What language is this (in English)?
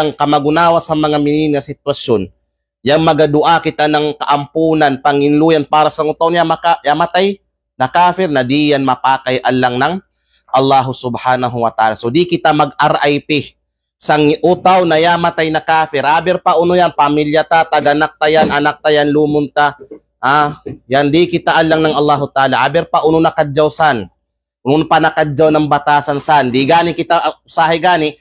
Kalagan